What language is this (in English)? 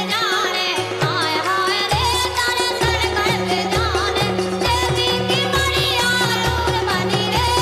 Bundeli